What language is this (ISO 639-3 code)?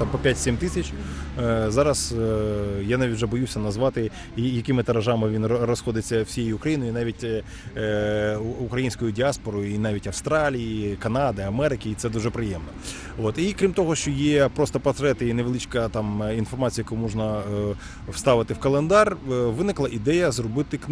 ukr